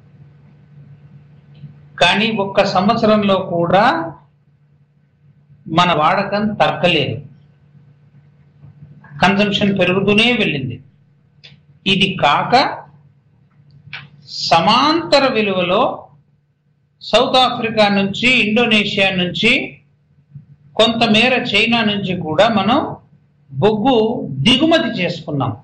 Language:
Telugu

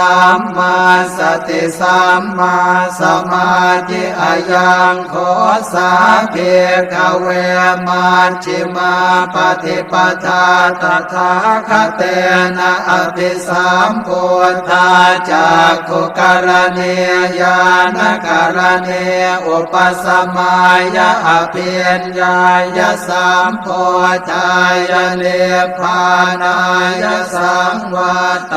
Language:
Pali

